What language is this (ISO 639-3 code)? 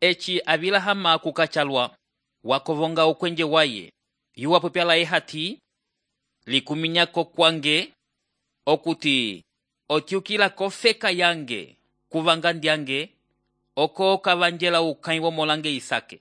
umb